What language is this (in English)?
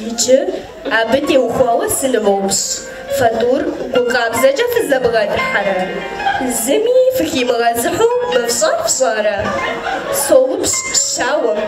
Kabardian